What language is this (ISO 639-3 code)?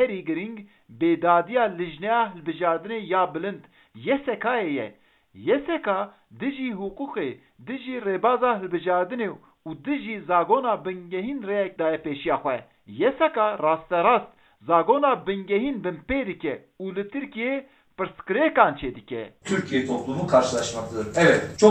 kur